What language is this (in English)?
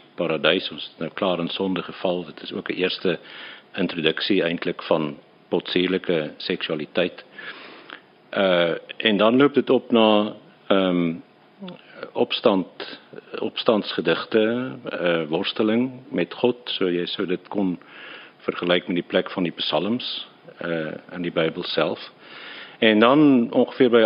Afrikaans